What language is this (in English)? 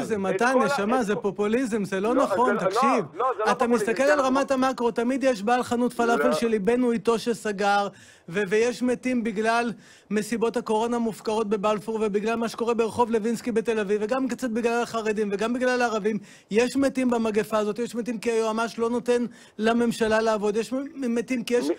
Hebrew